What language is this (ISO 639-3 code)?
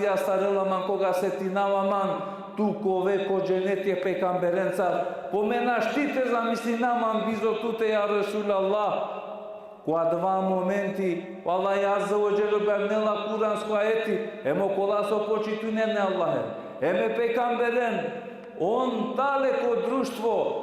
rmn